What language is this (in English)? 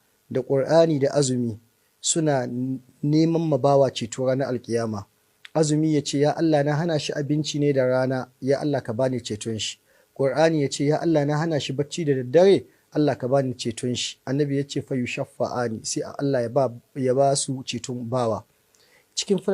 Hausa